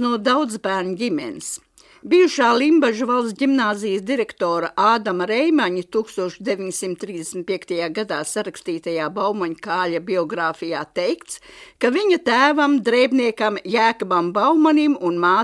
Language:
Latvian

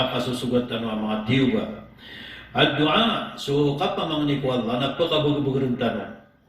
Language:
Maranao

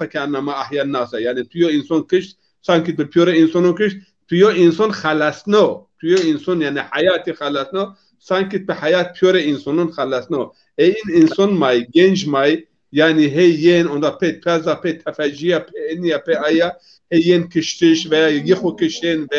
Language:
Zaza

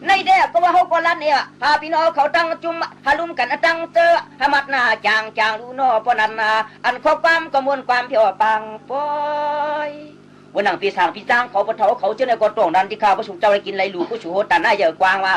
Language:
Shan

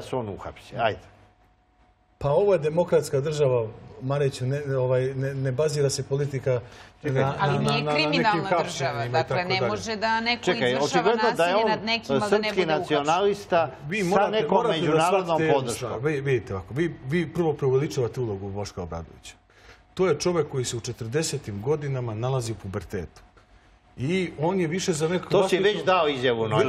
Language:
Serbian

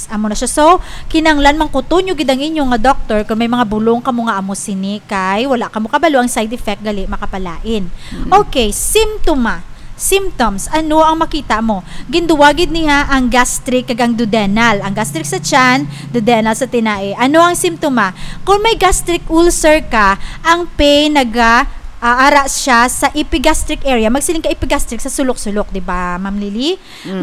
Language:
Hiligaynon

